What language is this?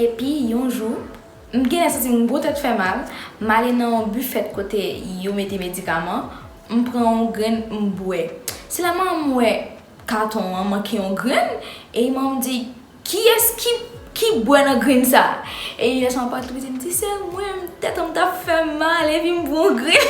Haitian Creole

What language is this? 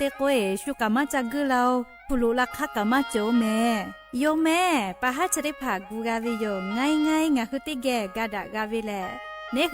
Lahu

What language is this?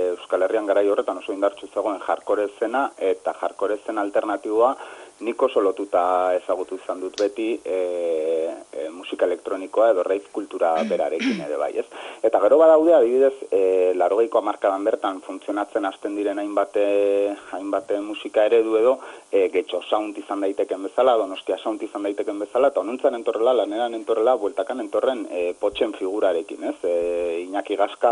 Basque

